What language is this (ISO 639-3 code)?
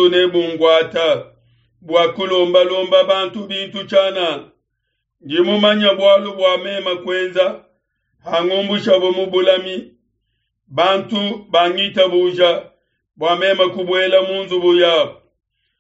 lua